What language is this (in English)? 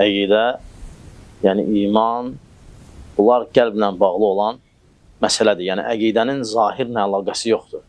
Azerbaijani